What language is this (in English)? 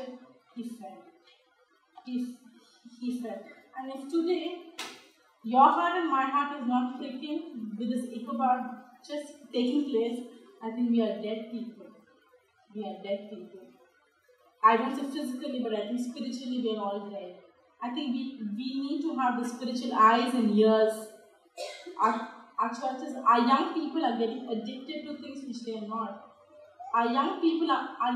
English